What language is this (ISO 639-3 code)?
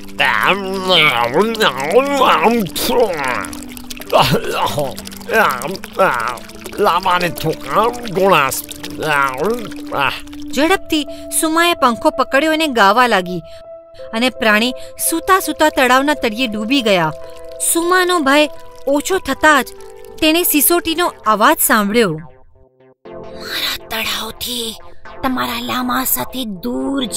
guj